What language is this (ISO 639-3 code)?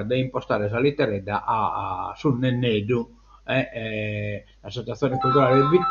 srd